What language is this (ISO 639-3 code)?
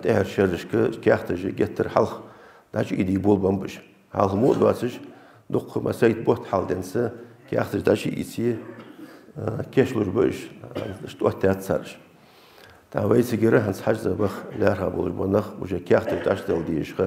inh